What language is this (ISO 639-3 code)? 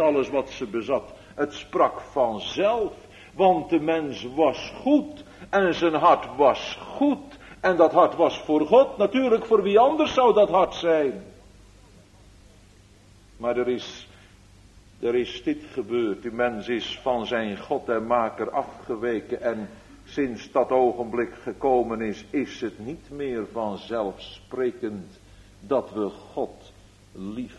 nld